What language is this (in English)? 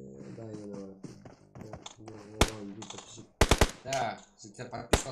Kara-Kalpak